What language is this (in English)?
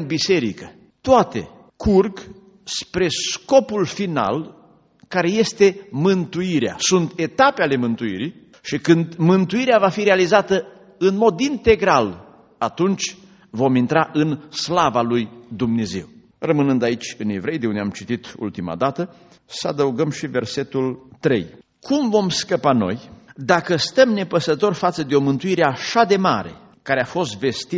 Romanian